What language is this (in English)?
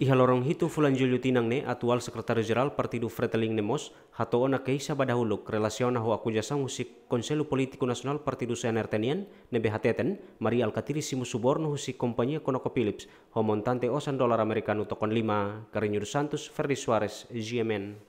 Tetum